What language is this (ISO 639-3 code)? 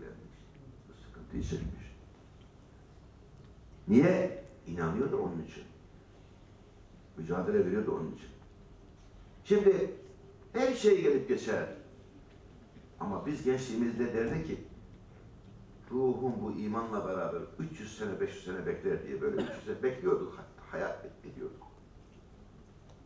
tur